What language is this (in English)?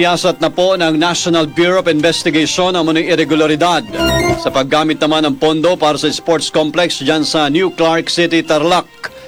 Filipino